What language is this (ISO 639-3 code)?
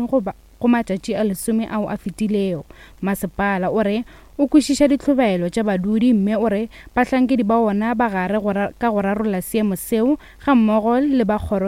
nso